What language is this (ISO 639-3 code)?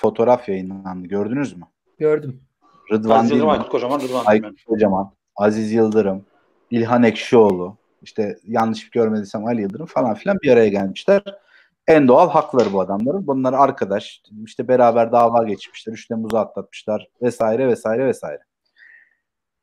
tur